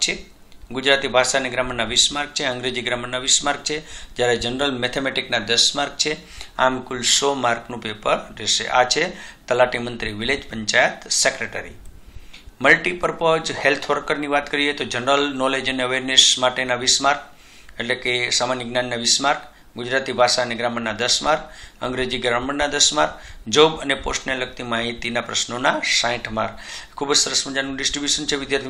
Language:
Gujarati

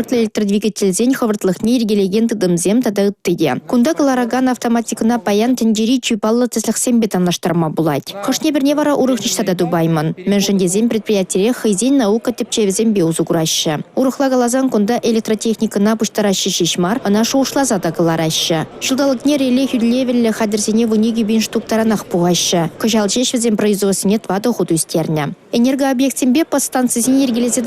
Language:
Chuvash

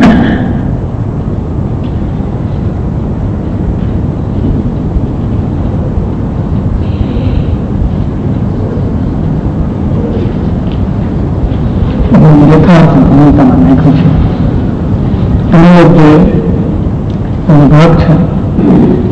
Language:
Gujarati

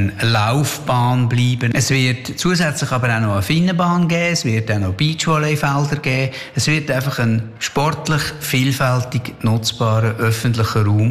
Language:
German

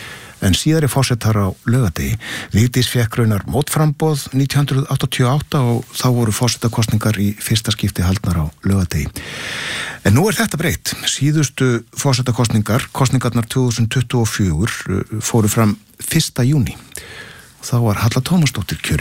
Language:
Icelandic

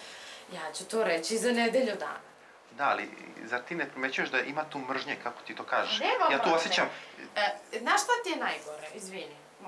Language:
Serbian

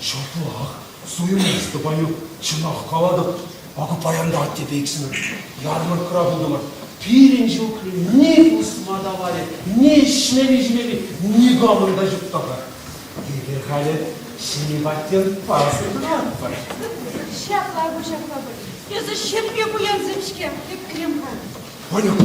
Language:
Chuvash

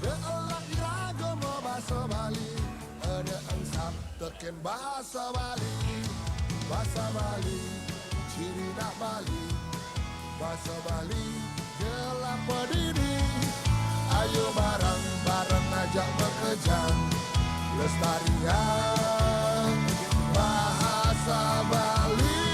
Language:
Balinese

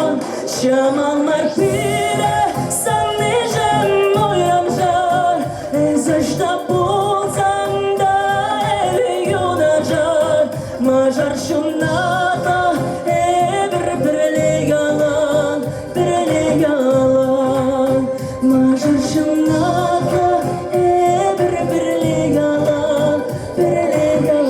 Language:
Chuvash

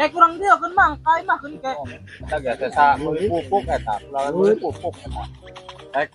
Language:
Sundanese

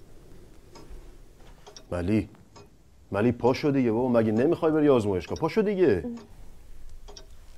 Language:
Persian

